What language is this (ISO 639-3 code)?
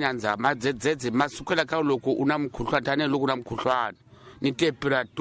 tso